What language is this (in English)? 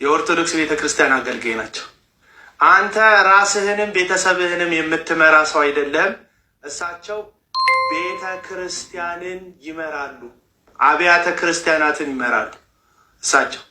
Amharic